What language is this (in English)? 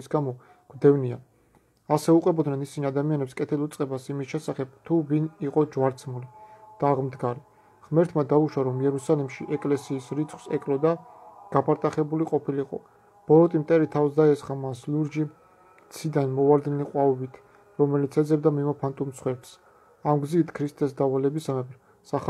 Georgian